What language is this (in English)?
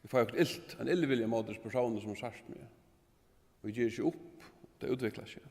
Faroese